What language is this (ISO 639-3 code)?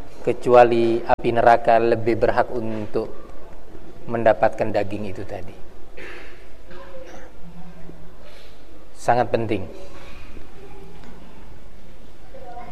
ind